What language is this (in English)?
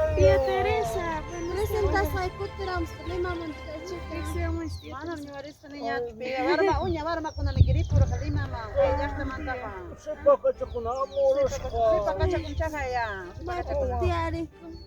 Ayacucho Quechua